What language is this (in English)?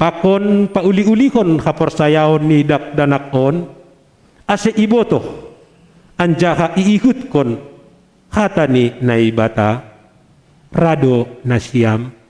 Batak Simalungun